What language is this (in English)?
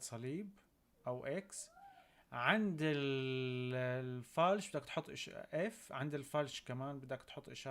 North Levantine Arabic